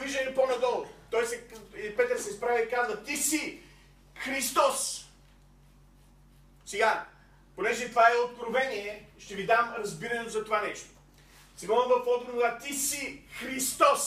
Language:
Bulgarian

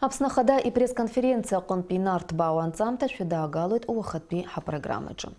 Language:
Abkhazian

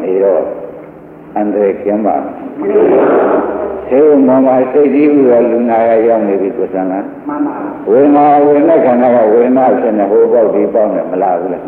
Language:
Burmese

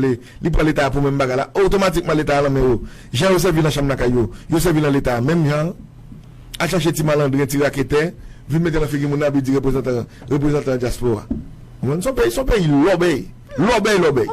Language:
Haitian Creole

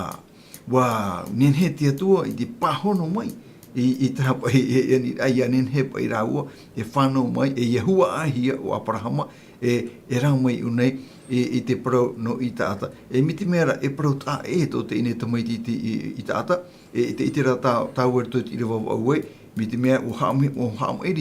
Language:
Tahitian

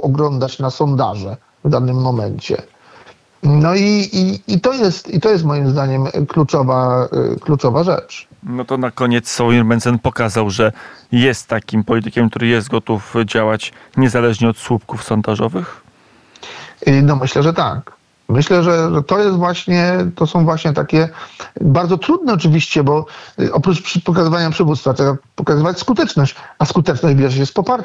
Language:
Polish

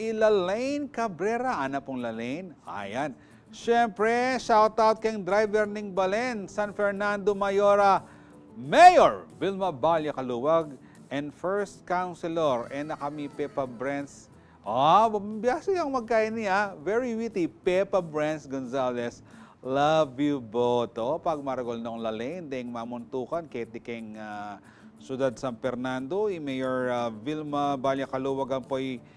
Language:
Pampanga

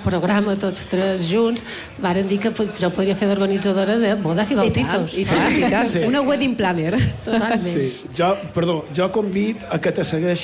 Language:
Catalan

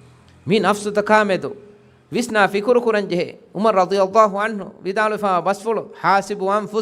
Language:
Divehi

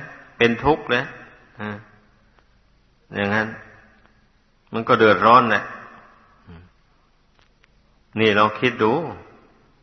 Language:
Thai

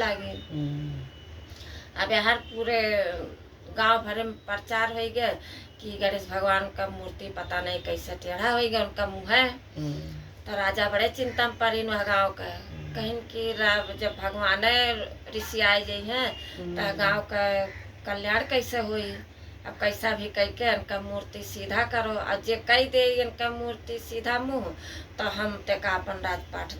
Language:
Awadhi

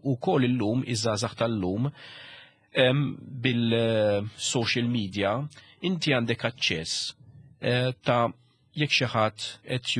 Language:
Maltese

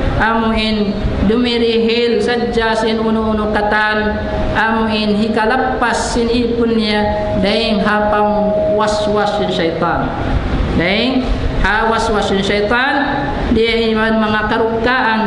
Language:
Tausug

